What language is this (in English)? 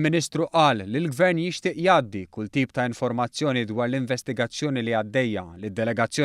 Maltese